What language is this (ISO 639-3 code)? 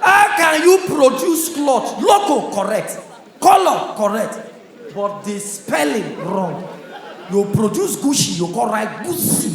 pcm